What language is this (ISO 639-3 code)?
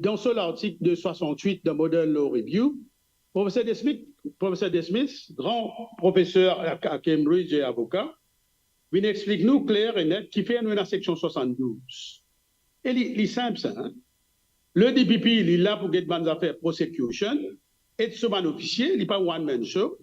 mfe